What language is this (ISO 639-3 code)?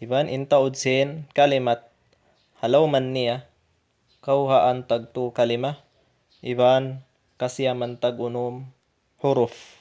tsg